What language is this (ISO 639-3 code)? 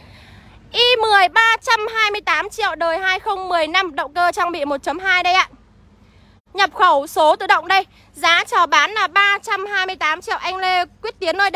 vie